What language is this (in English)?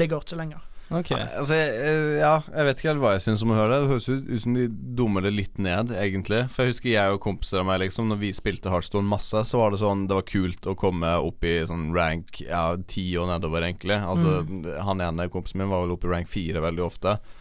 Norwegian